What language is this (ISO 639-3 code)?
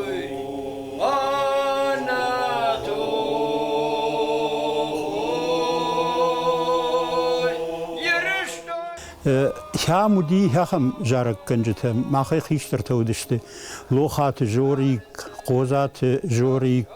oss